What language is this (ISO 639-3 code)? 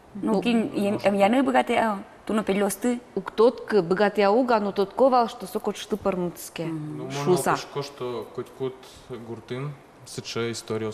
udm